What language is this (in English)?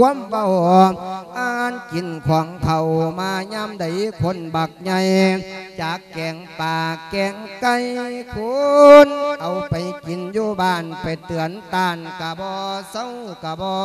Lao